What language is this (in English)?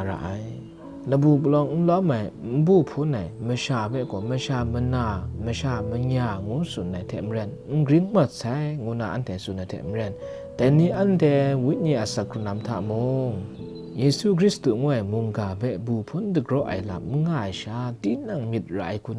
Kachin